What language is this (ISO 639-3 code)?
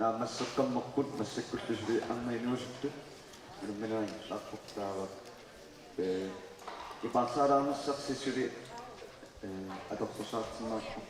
kal